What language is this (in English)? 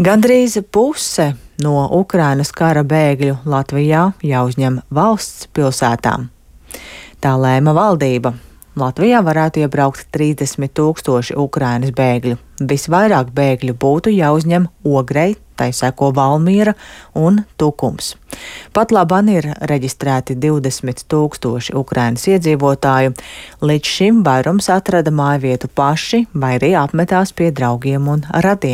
Latvian